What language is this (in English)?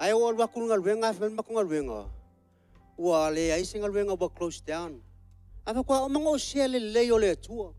Samoan